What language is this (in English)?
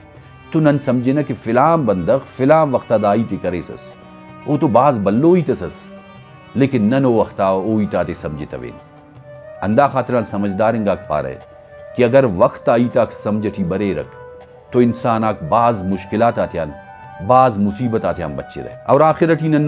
Brahui